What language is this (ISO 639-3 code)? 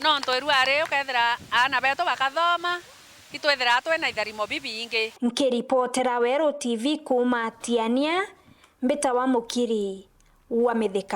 mer